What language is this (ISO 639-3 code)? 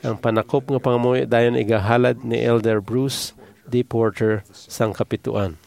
hil